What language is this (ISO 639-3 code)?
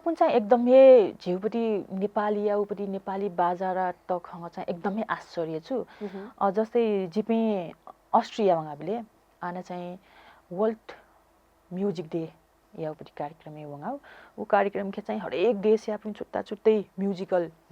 new